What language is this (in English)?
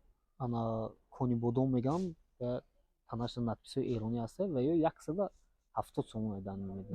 Tajik